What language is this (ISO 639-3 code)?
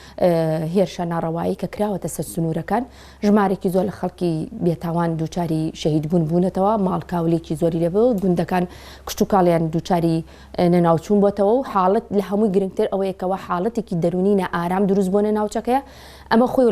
ckb